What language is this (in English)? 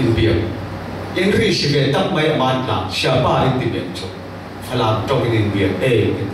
Falam Chin